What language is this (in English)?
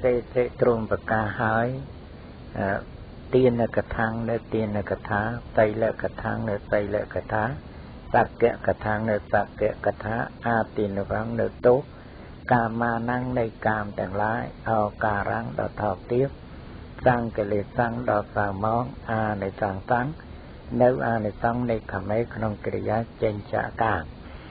Khmer